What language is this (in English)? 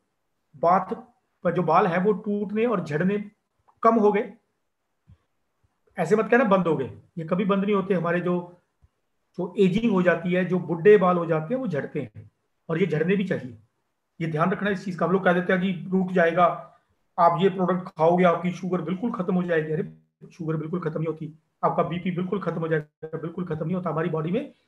Hindi